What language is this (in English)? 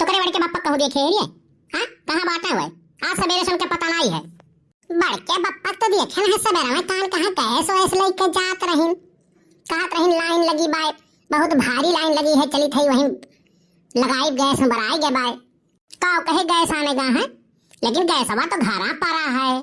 Awadhi